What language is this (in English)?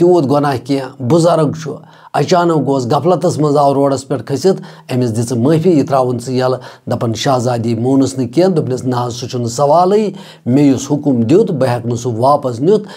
Kashmiri